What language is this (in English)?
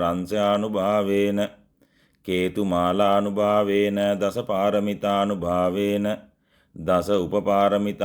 Sinhala